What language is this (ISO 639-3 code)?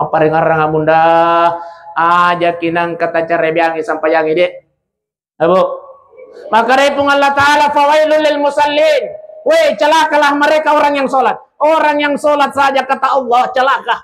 bug